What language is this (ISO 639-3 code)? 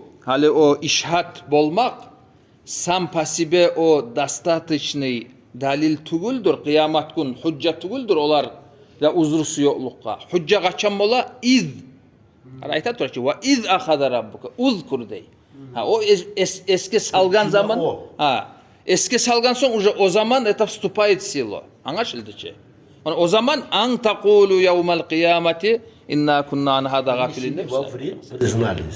kum